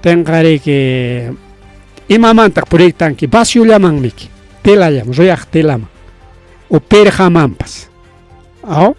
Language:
Ayacucho Quechua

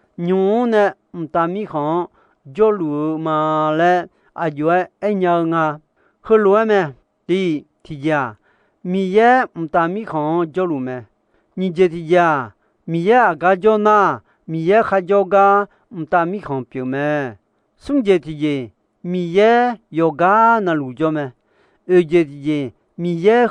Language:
Akha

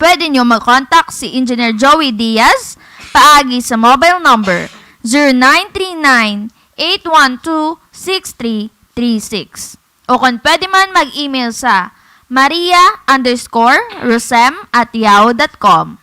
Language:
Hiligaynon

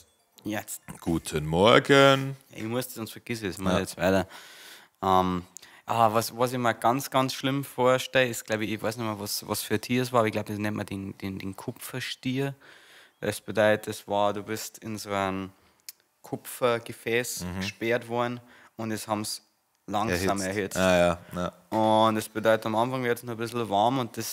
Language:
Bavarian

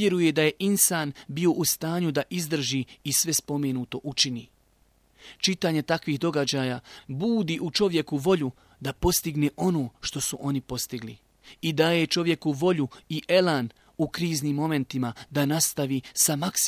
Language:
Bosnian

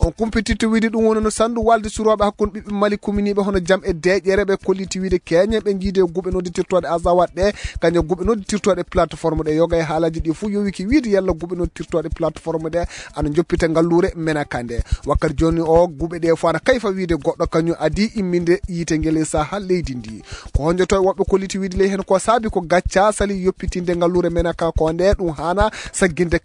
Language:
Fula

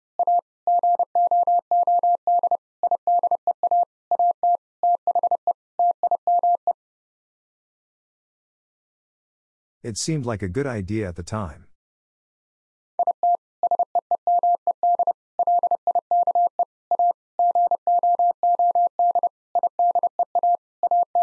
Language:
English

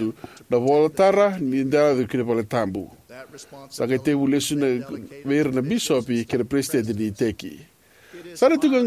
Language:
Fijian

